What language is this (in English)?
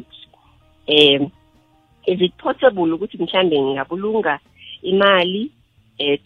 South Ndebele